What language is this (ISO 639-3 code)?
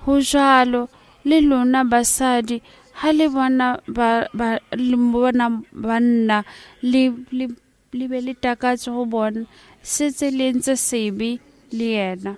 sot